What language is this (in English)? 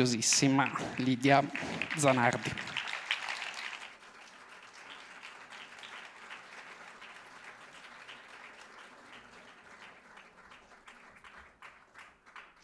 Italian